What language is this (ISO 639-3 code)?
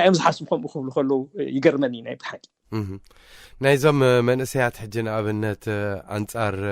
tir